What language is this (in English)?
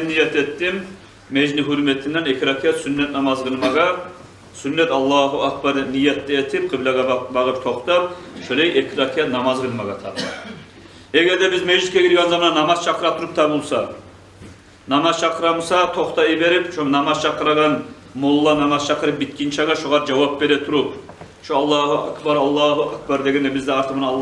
Kumyk